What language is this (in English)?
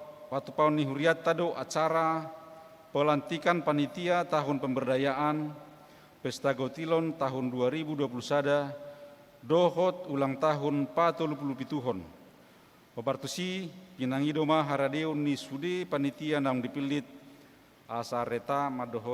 Batak Toba